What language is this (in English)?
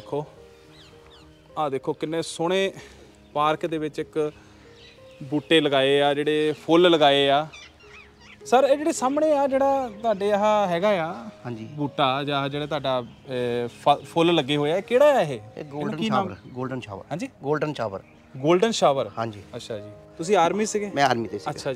Punjabi